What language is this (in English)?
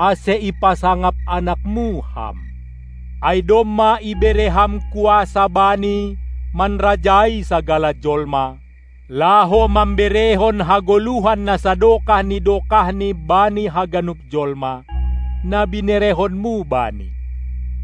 Batak Simalungun